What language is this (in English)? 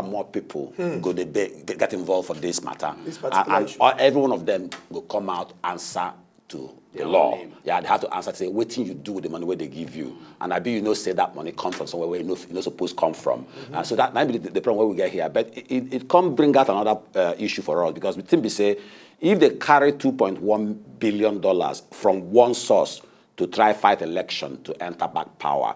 Nigerian Pidgin